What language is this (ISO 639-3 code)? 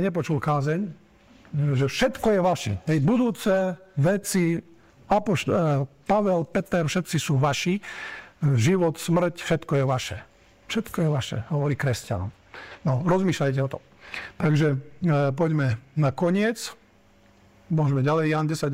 slk